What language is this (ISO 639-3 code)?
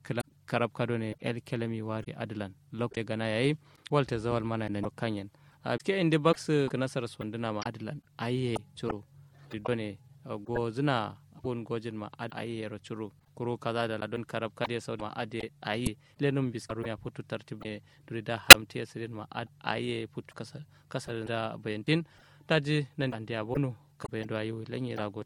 kau